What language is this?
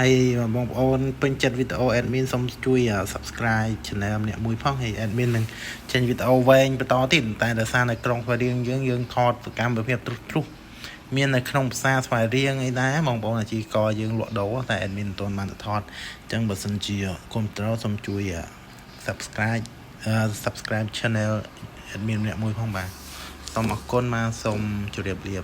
Khmer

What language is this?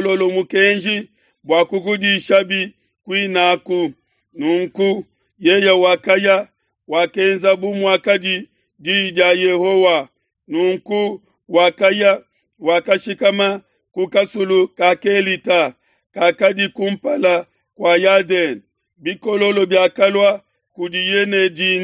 Luba-Lulua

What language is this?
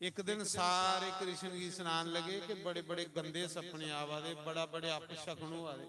Dogri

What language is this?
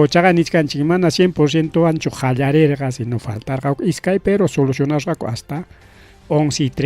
Ayacucho Quechua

